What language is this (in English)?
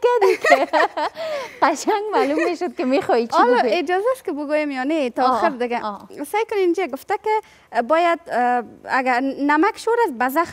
Persian